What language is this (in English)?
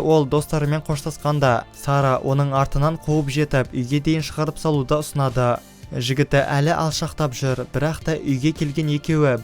Kazakh